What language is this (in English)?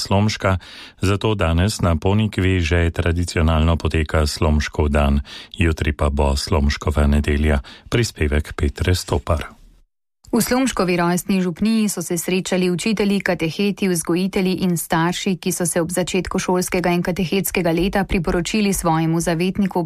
Slovenian